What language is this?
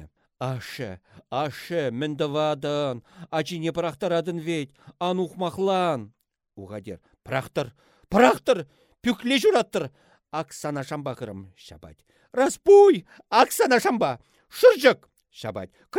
Chuvash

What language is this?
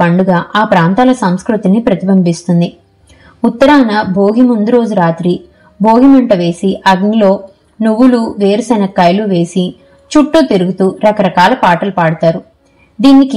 Telugu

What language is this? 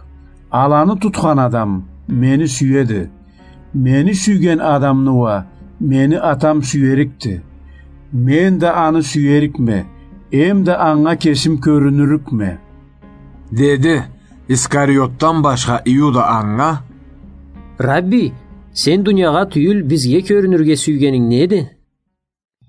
Karachay-Balkar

